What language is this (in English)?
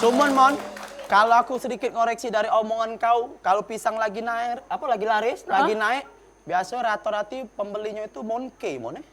Musi